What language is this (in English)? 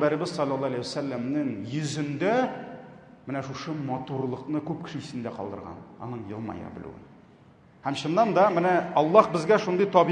Tatar